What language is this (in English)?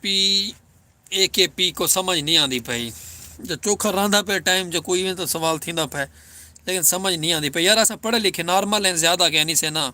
Saraiki